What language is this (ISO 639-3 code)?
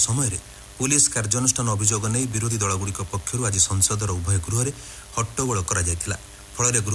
ori